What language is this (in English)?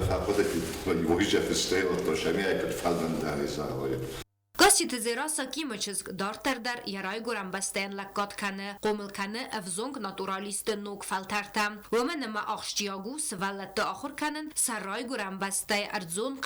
Ossetic